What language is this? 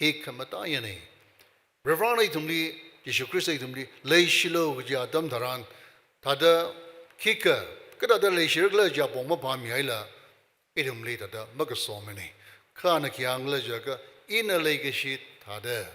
Tangkhul Naga (India)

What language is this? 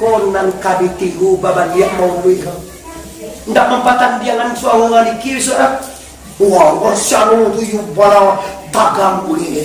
Minangkabau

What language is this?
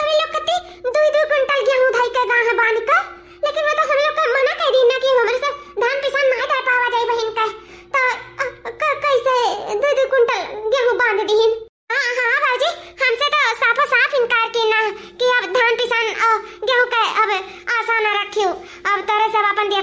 Awadhi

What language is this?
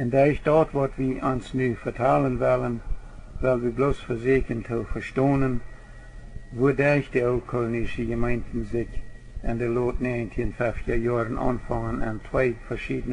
Plautdietsch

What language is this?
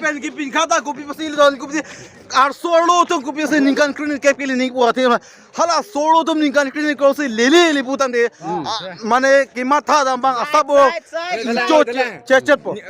Karbi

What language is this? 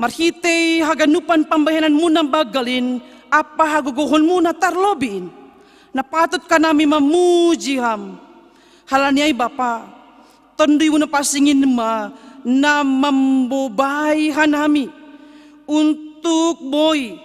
Batak Simalungun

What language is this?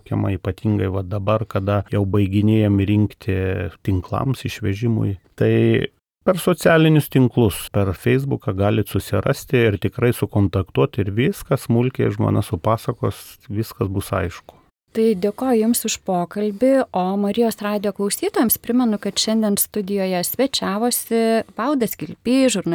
Lithuanian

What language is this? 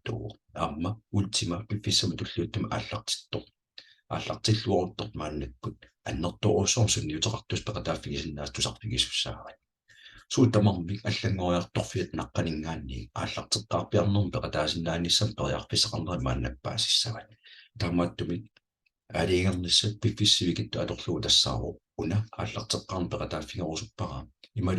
Kalaallisut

